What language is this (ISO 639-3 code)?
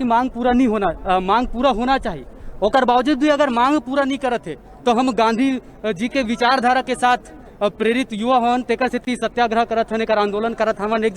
hne